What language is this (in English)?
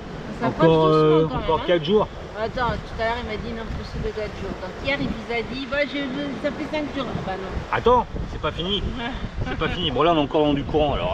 French